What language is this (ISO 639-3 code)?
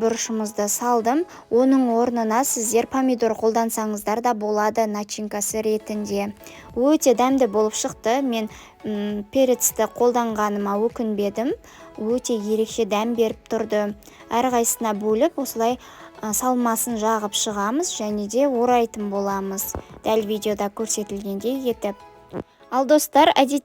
kaz